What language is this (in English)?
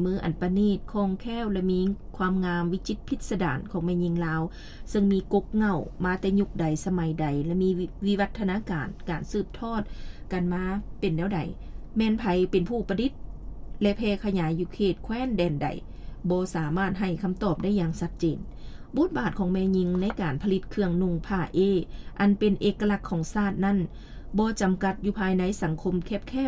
Lao